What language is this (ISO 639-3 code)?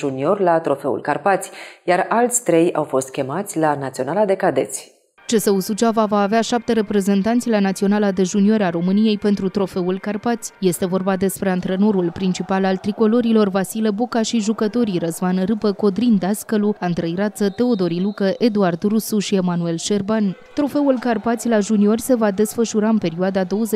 ron